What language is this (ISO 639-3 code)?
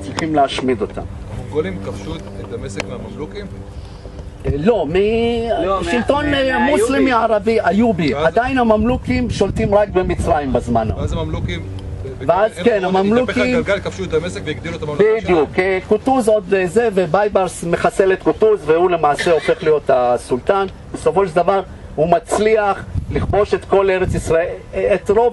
heb